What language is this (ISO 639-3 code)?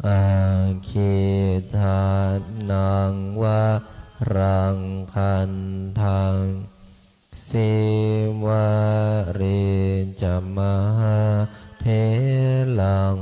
pli